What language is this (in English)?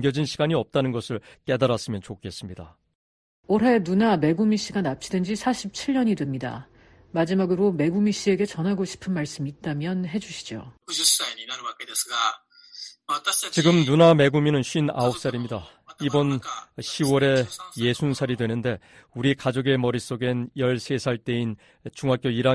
Korean